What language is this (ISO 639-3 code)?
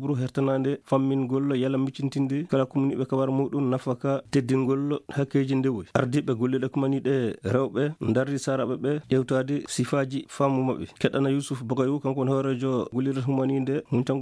ful